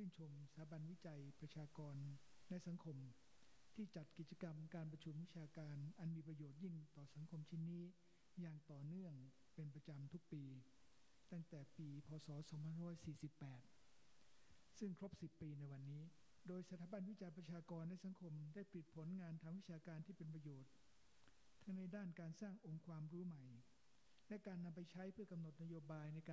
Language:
Thai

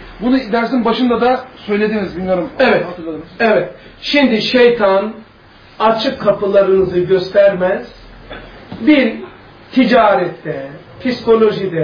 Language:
Turkish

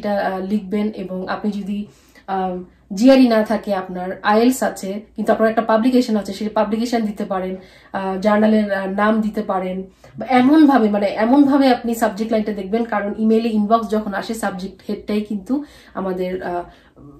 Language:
Bangla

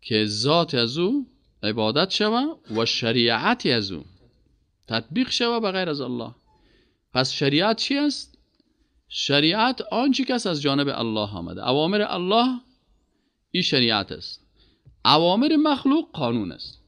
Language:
Persian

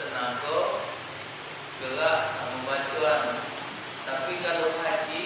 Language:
Musi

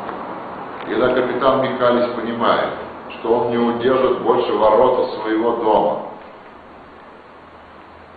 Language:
Russian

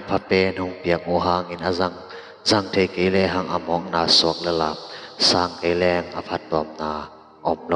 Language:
Tedim Chin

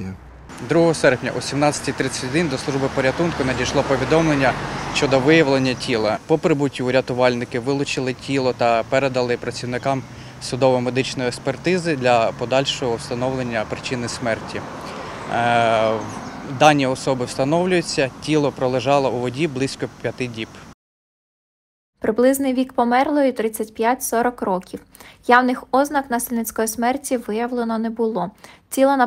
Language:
Ukrainian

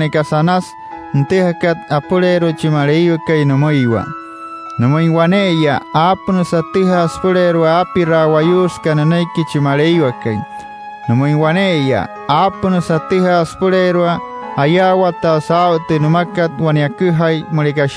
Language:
Wayuu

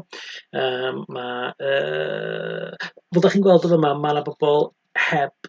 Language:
Welsh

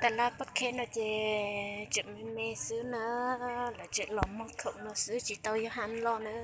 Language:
Hmong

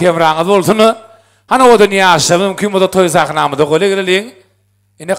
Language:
Turkmen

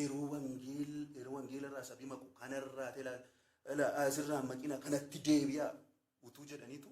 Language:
Oromo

